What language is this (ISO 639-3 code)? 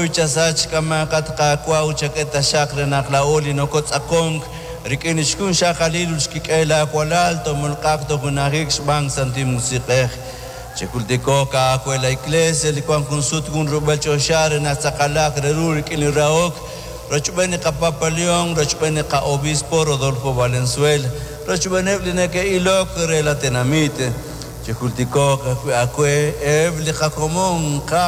kek